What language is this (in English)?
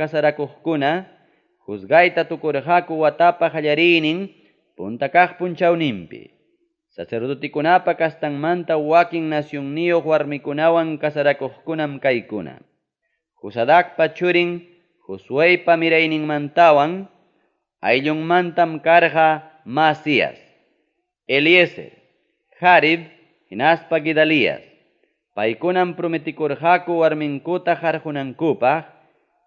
Ayacucho Quechua